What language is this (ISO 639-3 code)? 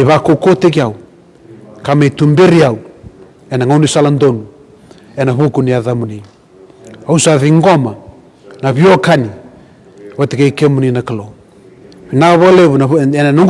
fij